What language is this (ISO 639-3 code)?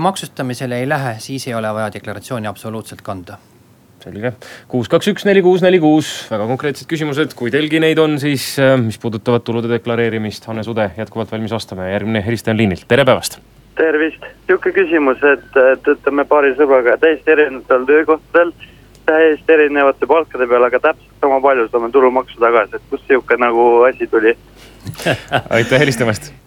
est